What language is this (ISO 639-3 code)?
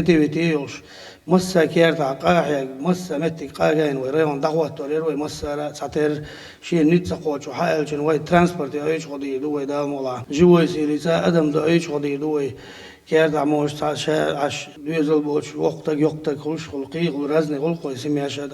che